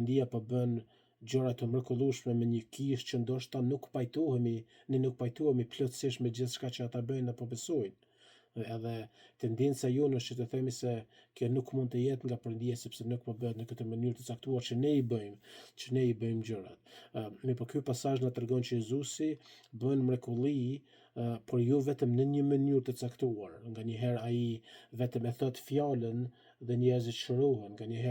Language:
Albanian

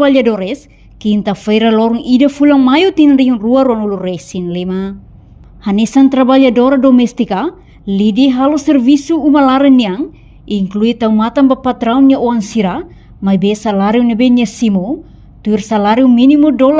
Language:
Tetum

